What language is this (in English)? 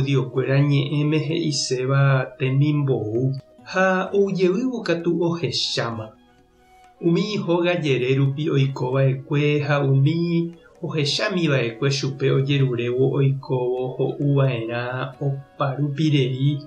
Guarani